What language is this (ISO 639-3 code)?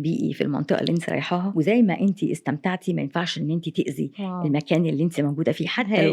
arz